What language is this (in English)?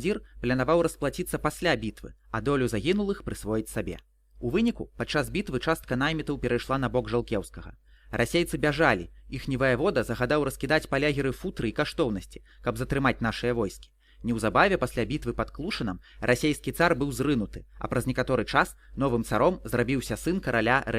Belarusian